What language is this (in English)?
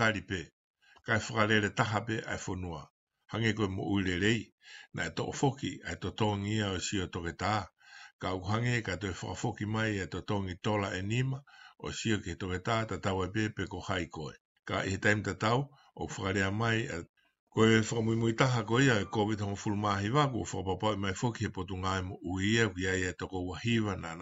Tongan